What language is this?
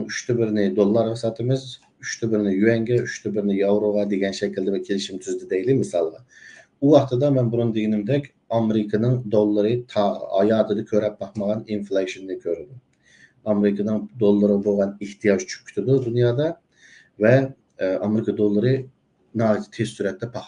Uyghur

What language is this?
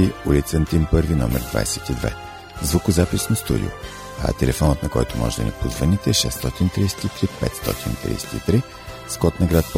Bulgarian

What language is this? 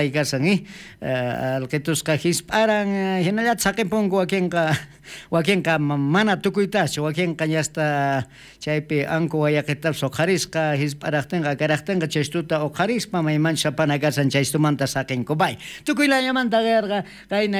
South Bolivian Quechua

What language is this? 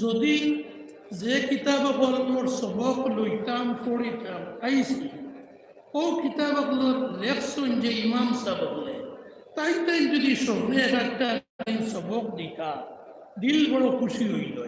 Sylheti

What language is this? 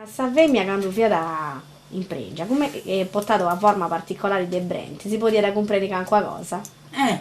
Sardinian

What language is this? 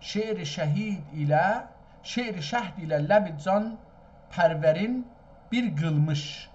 South Azerbaijani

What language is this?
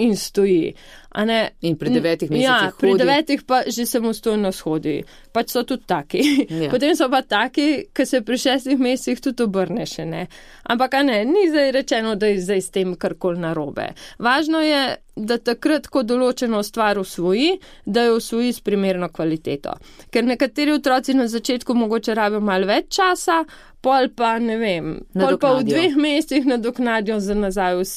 Slovenian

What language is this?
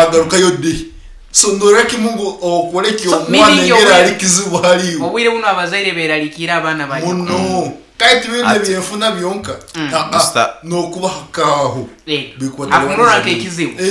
Nyankole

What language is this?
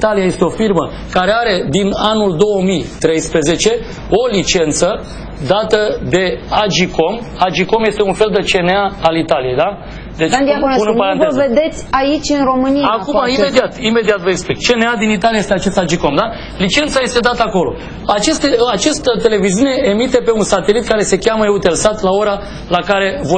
Romanian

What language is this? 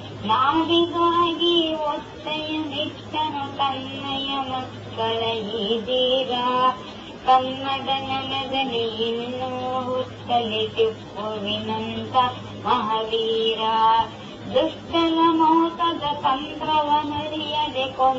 Kannada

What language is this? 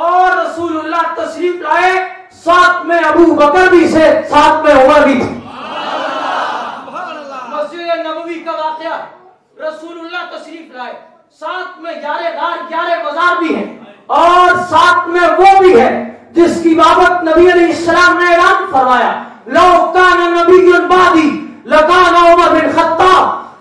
Urdu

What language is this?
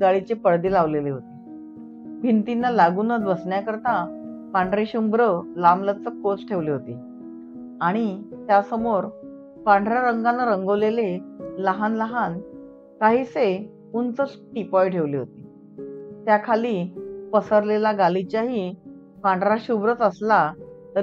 Marathi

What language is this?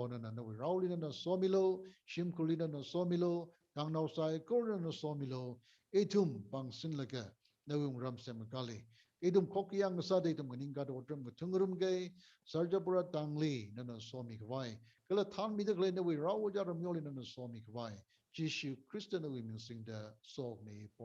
Tangkhul Naga (India)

